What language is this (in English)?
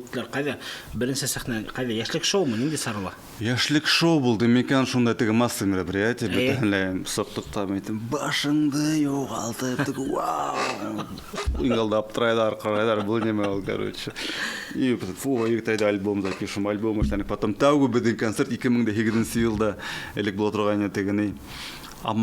Bashkir